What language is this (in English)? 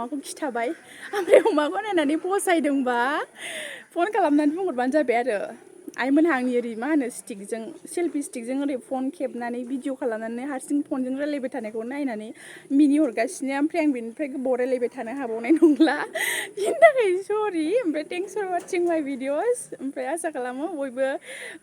Bodo